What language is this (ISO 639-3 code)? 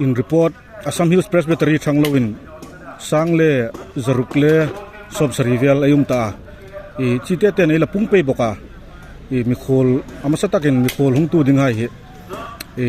hmr